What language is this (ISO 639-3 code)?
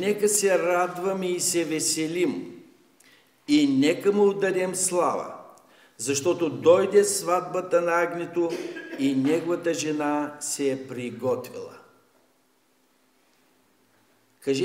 bul